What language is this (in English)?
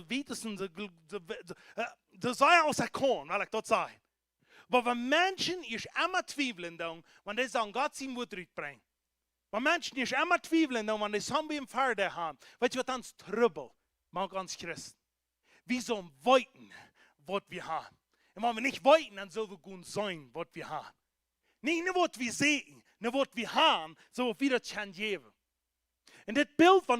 Plautdietsch